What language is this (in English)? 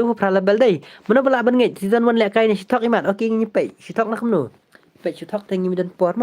Khasi